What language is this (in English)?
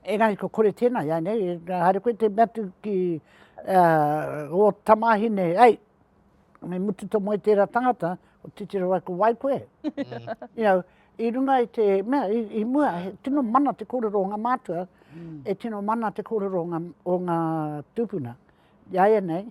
Māori